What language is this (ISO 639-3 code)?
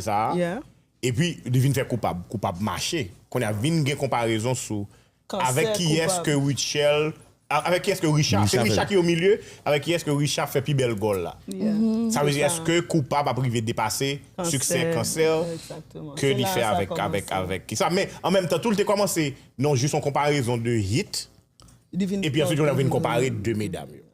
hat